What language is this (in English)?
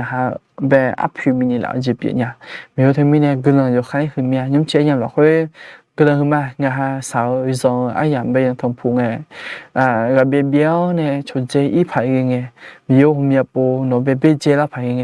Akha